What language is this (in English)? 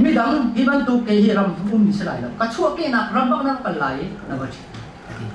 Hakha Chin